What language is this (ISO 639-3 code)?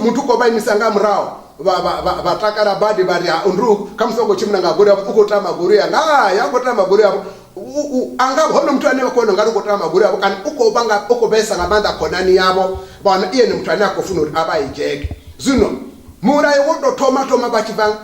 ven